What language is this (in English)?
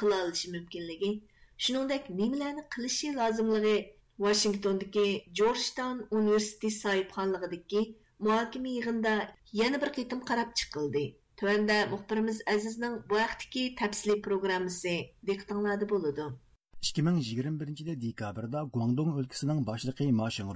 Uyghur